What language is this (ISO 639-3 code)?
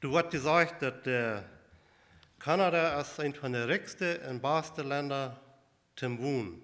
pdt